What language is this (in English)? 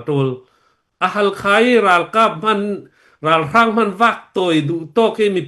Falam Chin